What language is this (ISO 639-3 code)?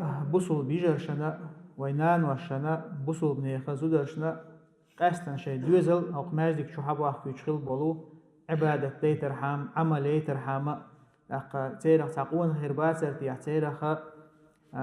che